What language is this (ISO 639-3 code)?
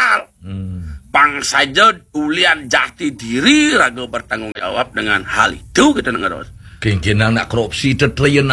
ban